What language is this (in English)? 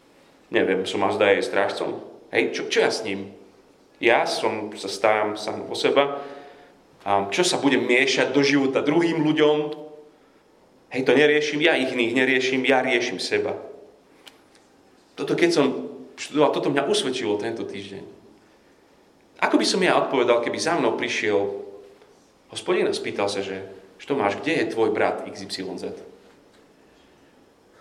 Slovak